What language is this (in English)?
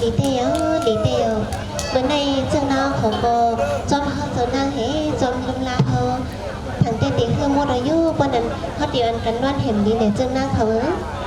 Shan